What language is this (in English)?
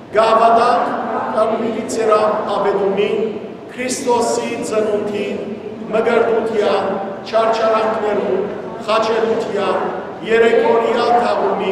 Western Armenian